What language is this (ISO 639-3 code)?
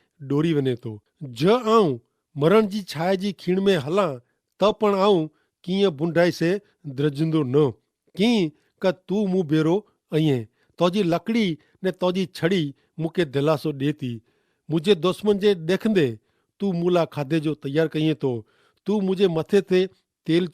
kfr